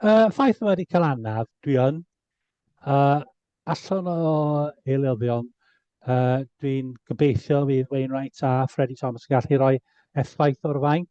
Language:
Welsh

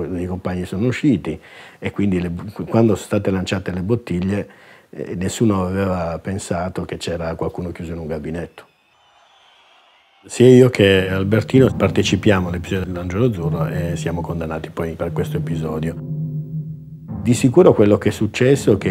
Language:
Italian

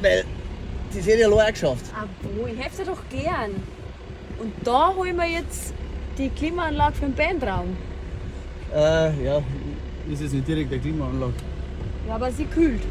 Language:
Bavarian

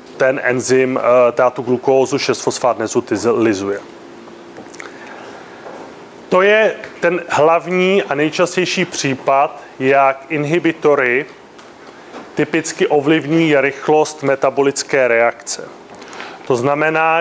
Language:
Czech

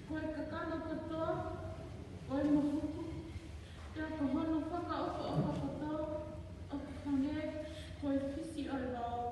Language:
Tongan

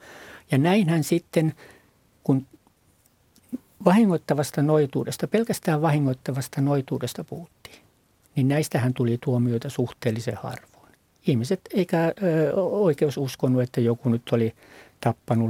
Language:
Finnish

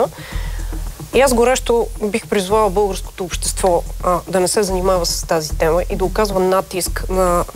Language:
Bulgarian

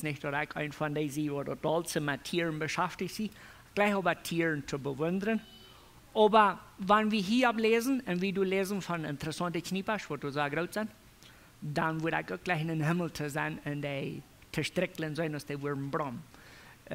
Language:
Plautdietsch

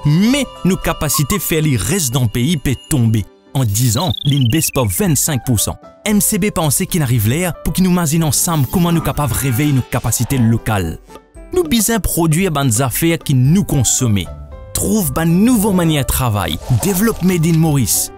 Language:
Morisyen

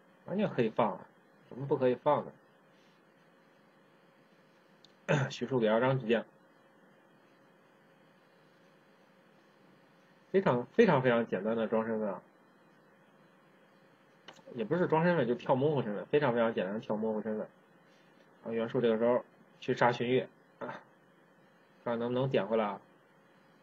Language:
Chinese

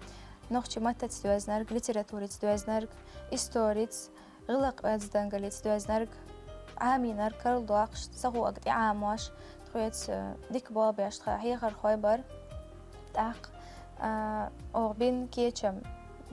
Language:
Chechen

